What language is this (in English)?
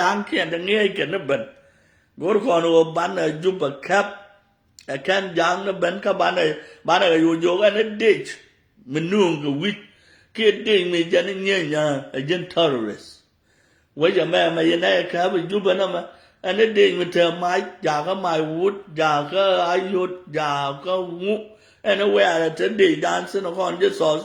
Nuer